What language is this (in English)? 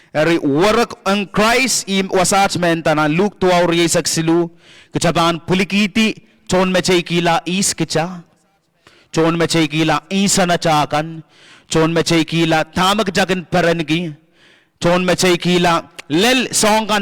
Pohnpeian